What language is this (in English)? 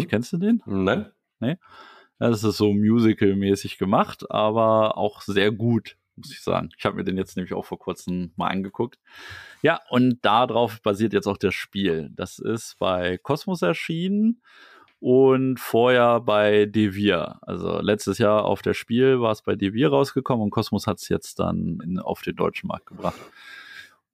German